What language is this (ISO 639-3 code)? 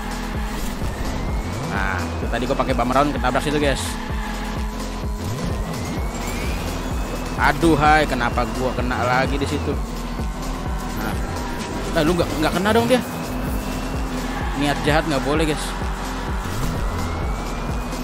ind